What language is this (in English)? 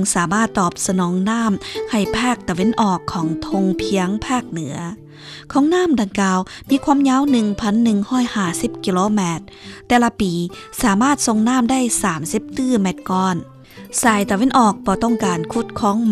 Lao